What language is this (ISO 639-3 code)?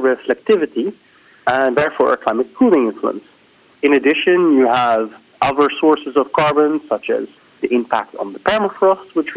eng